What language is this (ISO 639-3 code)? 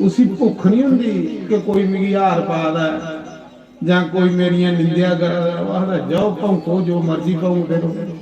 doi